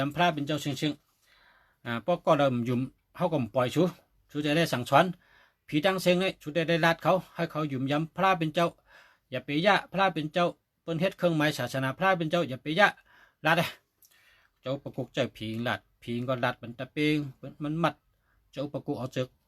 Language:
Shan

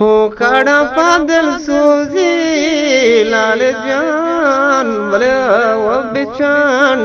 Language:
Eastern Balochi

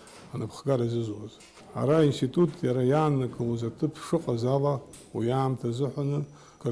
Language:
Abkhazian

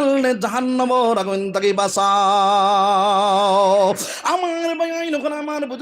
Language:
Sylheti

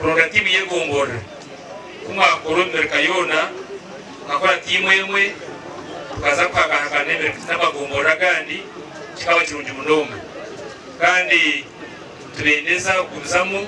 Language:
Nyankole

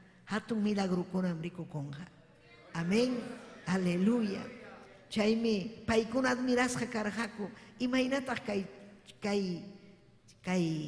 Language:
Ayacucho Quechua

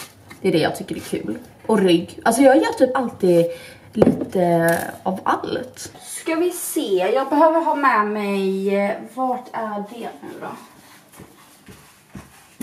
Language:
Swedish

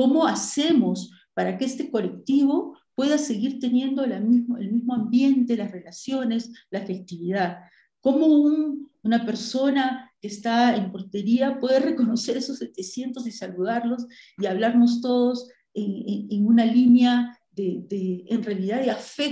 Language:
Spanish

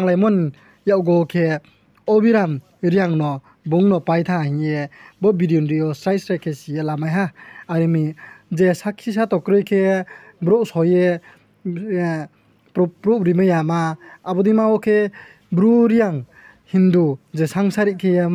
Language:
Riang (India)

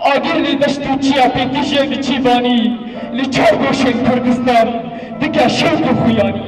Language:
Kurdish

